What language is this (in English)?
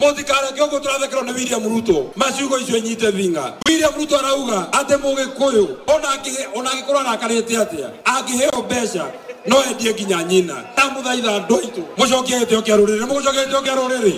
Kikuyu